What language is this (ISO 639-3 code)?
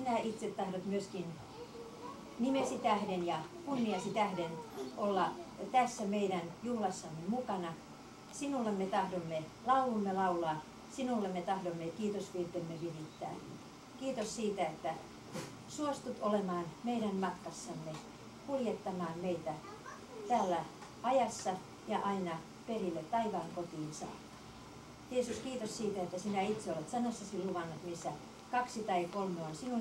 fin